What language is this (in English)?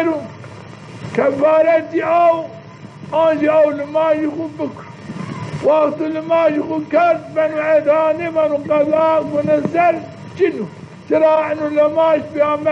Zaza